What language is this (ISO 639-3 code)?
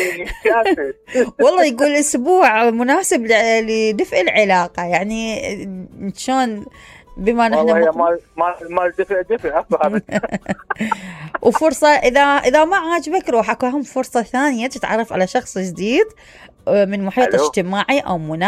acm